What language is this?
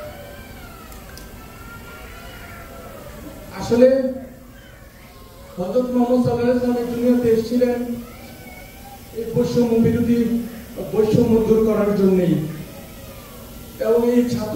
Bangla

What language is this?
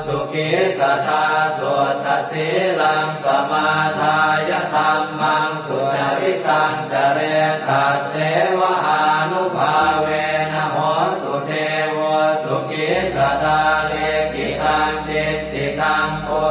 Pali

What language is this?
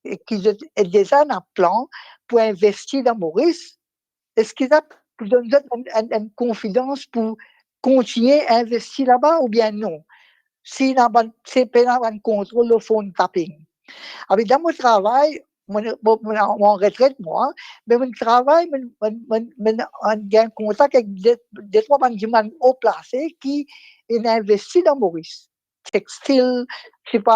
Morisyen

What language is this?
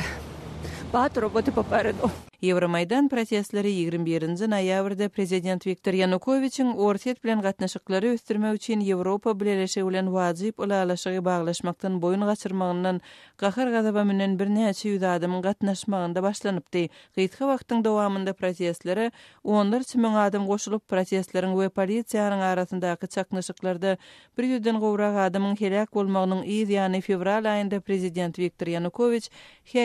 Turkmen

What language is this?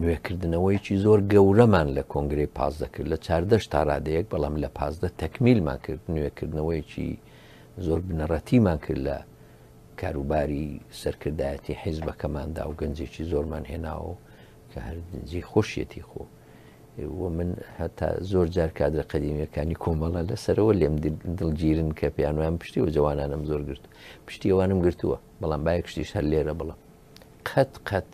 Central Kurdish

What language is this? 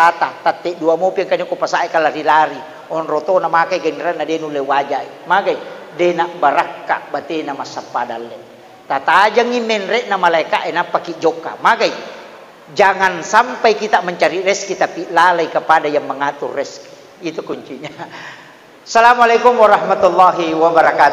Buginese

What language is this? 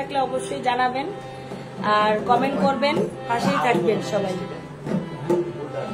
Bangla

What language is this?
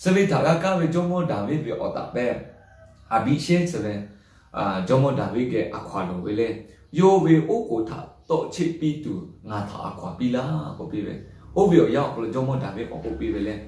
Lahu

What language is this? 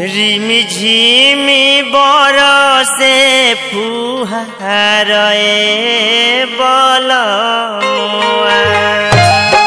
Bhojpuri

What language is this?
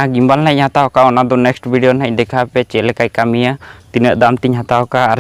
Santali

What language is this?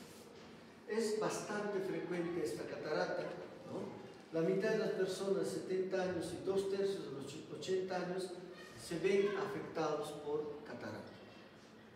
Spanish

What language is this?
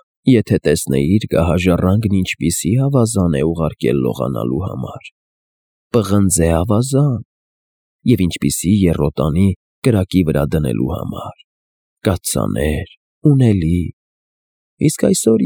Armenian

